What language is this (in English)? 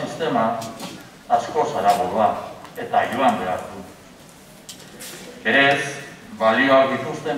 Basque